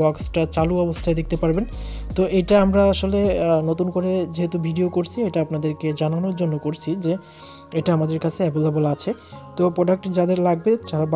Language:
Bangla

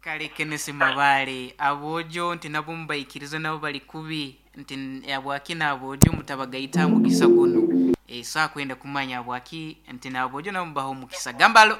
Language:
Nyoro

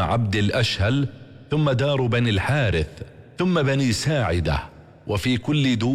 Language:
Arabic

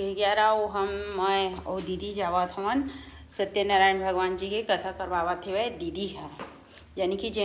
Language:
Chhattisgarhi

